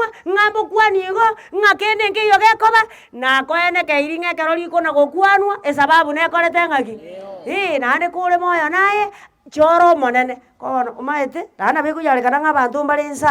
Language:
Gusii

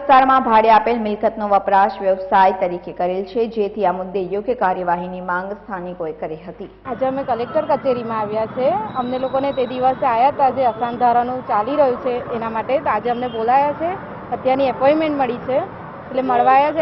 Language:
Gujarati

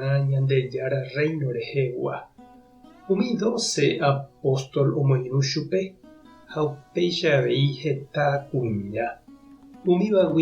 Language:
Guarani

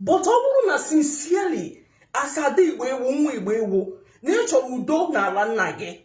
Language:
Igbo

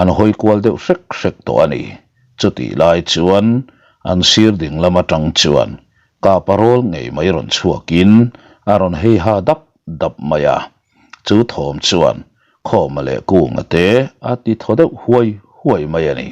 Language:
Mizo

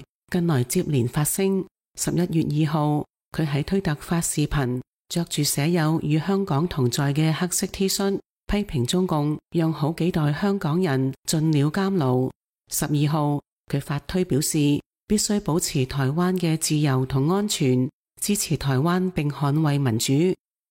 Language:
Cantonese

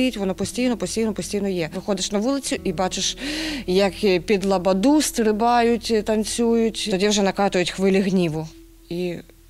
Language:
Ukrainian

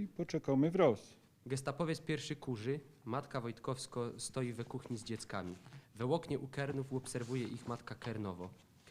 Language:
Silesian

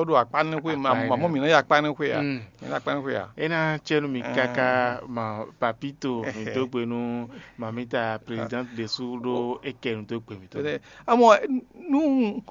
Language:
Fon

